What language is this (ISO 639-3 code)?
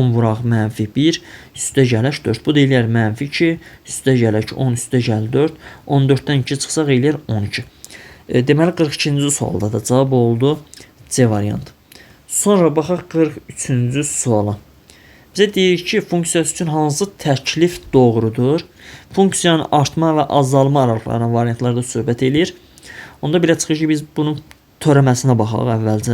aze